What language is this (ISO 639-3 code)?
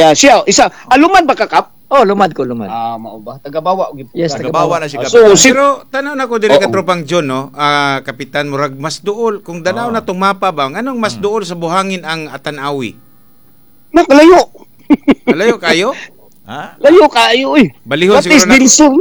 ceb